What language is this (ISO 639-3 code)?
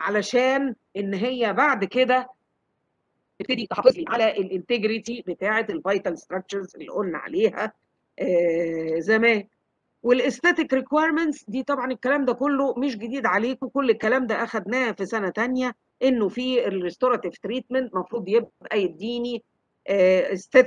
arz